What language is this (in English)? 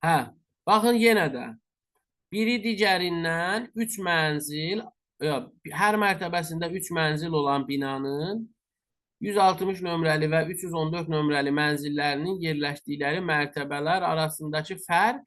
Azerbaijani